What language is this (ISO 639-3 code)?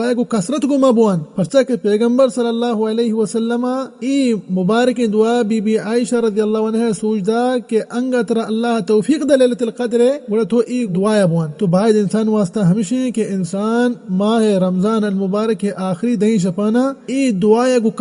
bal